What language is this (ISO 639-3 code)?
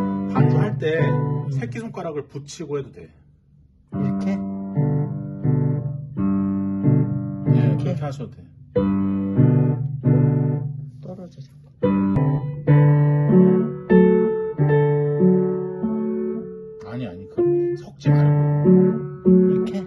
kor